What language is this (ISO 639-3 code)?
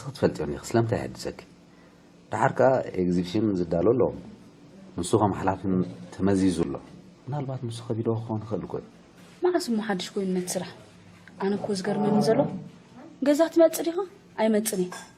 tir